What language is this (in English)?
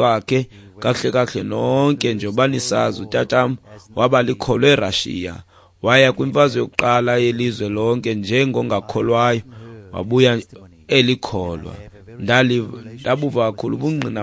Xhosa